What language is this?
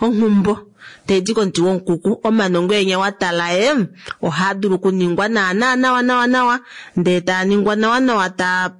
Kuanyama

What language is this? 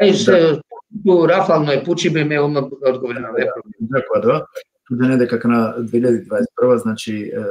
Balkan Romani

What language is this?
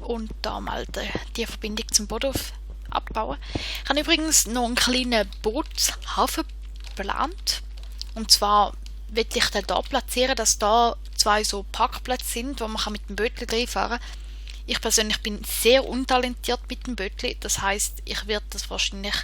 Swiss German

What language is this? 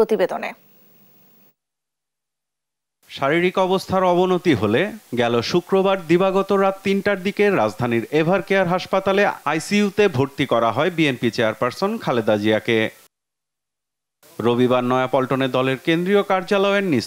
Bangla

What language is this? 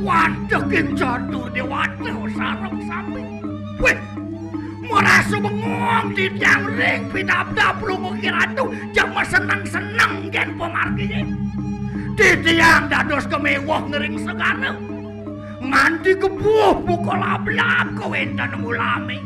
Balinese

